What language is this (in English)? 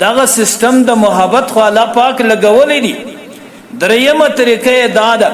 Pashto